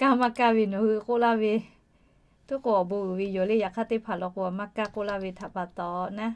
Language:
Lahu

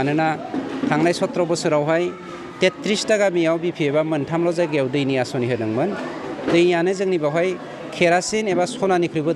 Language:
Bodo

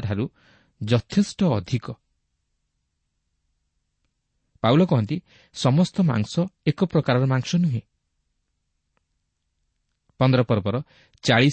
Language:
Odia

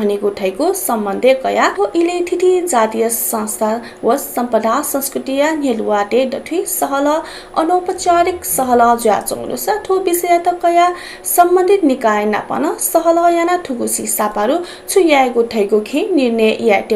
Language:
Newari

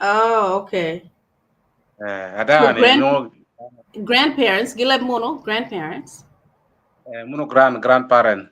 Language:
Acoli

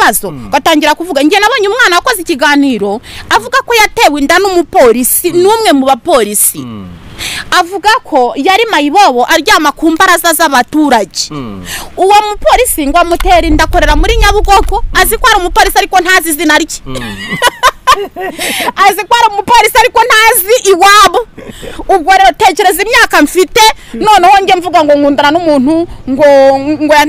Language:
Kinyarwanda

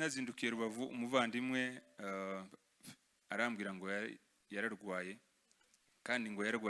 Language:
Kinyarwanda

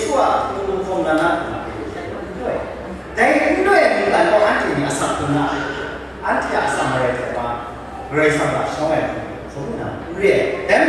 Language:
Kachin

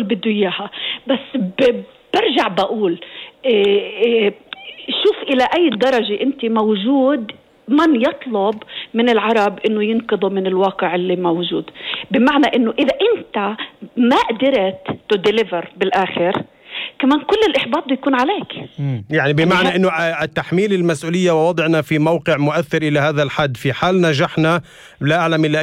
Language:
North Levantine Arabic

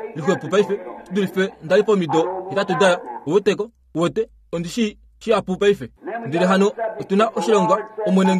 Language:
Kuanyama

